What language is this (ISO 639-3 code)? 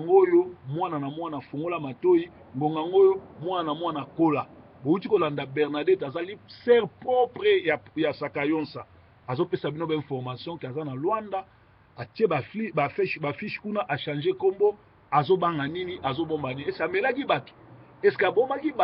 lin